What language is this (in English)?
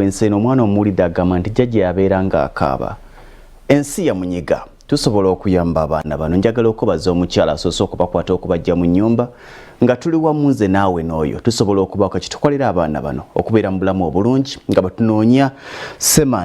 Ganda